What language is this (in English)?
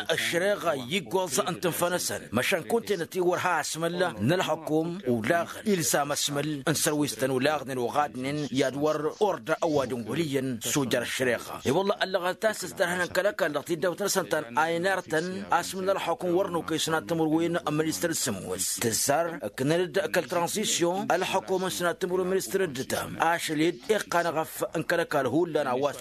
Tamasheq